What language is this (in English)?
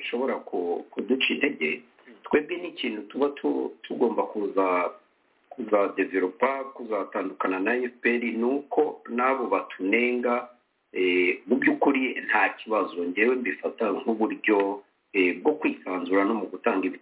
Kinyarwanda